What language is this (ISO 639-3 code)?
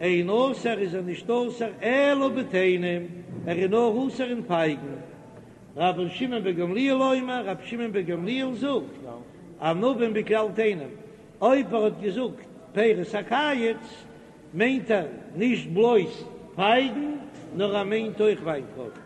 yid